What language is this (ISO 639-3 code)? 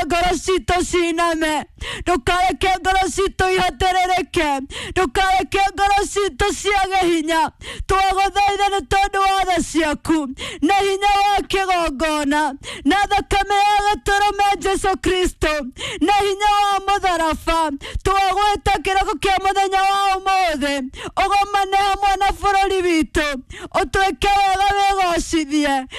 kik